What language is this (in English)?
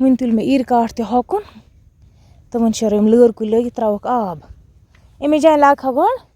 Kashmiri